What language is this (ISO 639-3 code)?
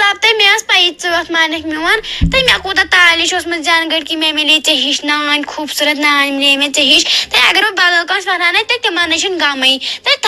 kas